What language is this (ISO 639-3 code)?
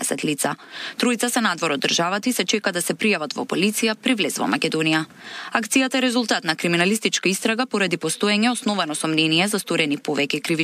mkd